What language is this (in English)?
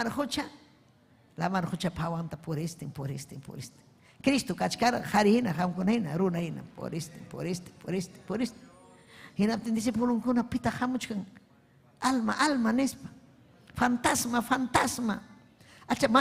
Ayacucho Quechua